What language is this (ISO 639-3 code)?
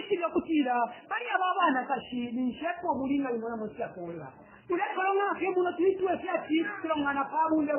bem